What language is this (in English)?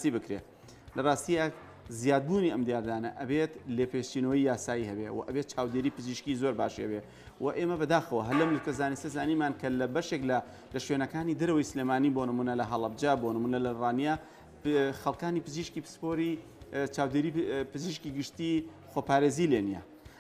Central Kurdish